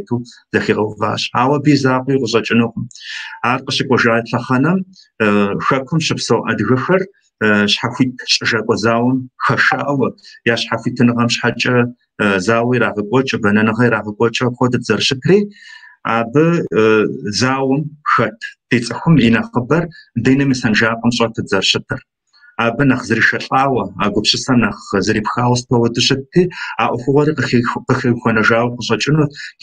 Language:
Kabardian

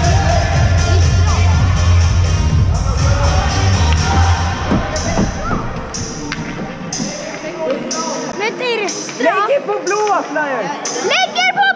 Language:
Swedish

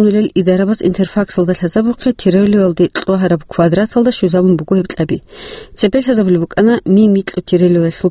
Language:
Avaric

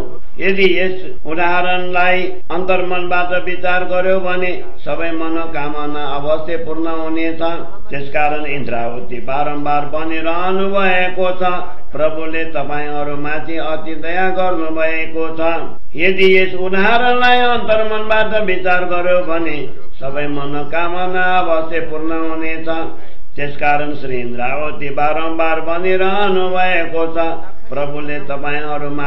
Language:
Nepali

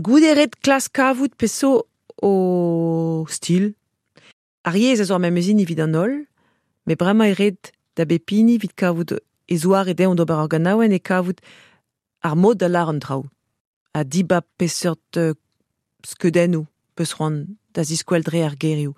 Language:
Breton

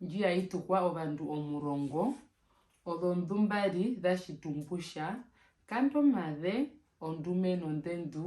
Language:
Herero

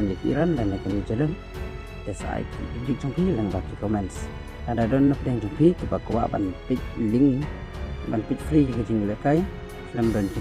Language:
Khasi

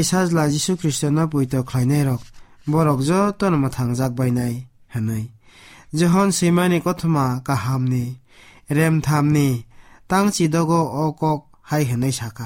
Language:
Kok Borok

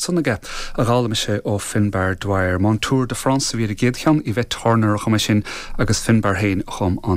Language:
Irish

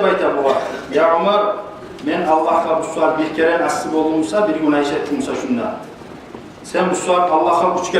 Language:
Kumyk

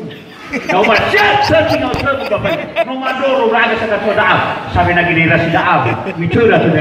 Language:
Nias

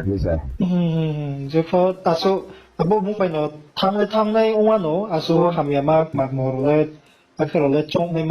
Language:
Riang (India)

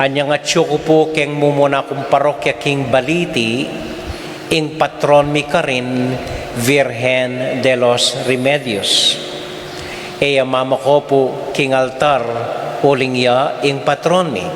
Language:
Pampanga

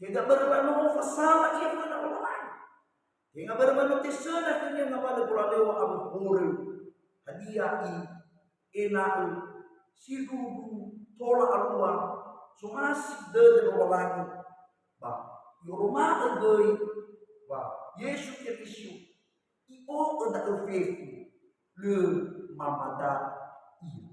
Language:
Nias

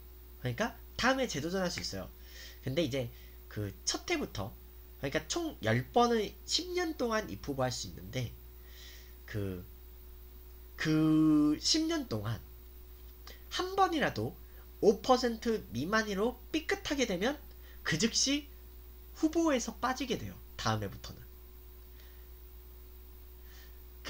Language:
Korean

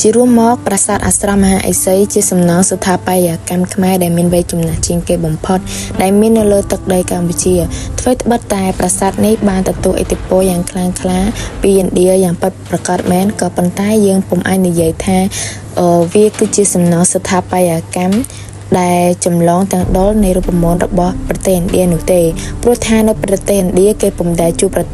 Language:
Khmer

